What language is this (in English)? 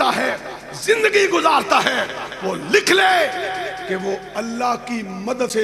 Urdu